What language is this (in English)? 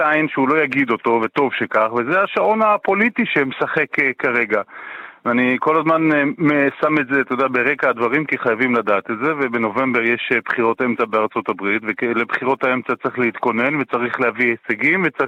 Hebrew